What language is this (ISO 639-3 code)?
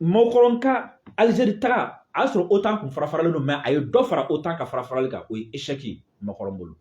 bam